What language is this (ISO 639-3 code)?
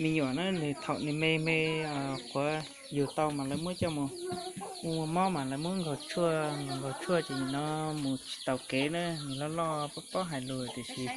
hmn